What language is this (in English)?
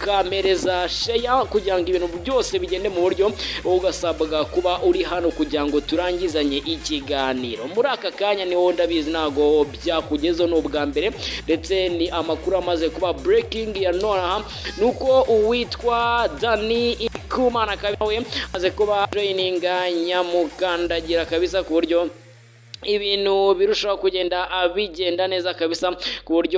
Kinyarwanda